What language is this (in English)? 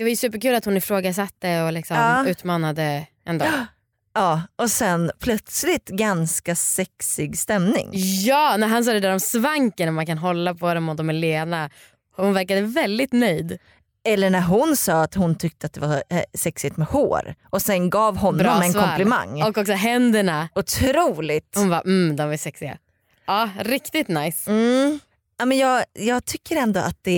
Swedish